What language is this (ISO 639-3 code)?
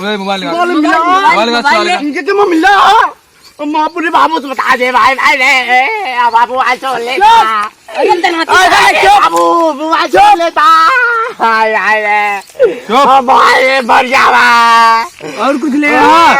awa